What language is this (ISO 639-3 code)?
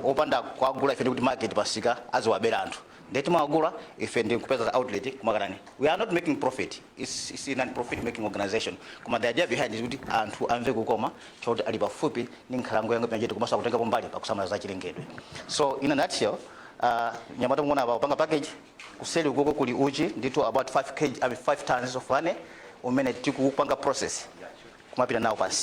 nya